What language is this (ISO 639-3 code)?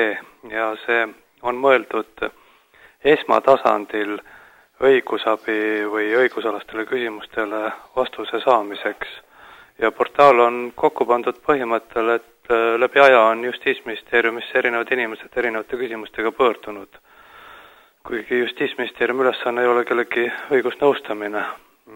est